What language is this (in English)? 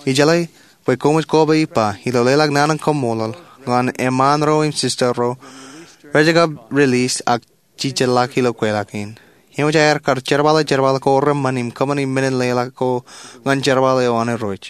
Marshallese